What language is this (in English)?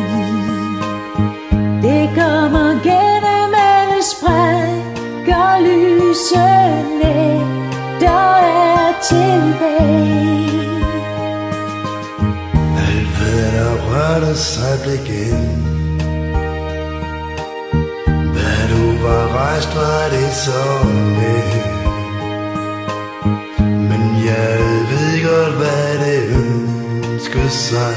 Danish